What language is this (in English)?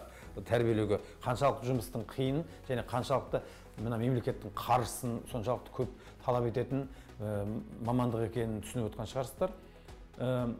Kazakh